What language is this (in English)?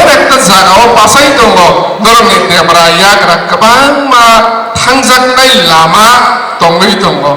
Kok Borok